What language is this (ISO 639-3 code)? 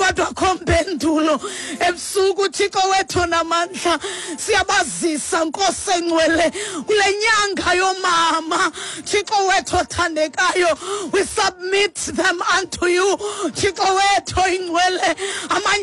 xho